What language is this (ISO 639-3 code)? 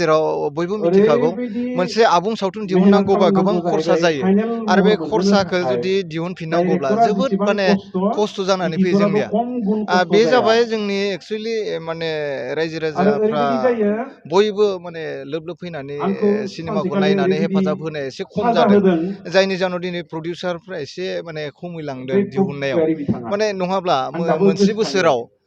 brx